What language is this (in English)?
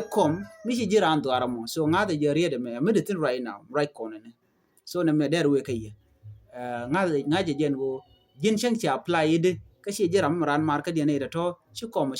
Nuer